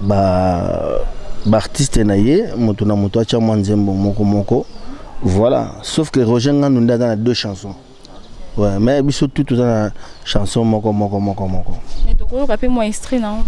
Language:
Lingala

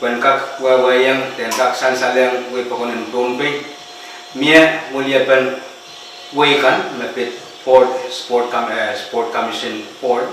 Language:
Pohnpeian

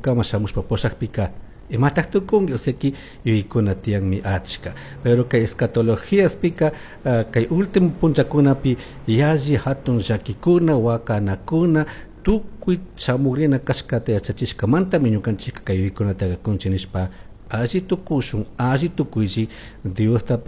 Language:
Chimborazo Highland Quichua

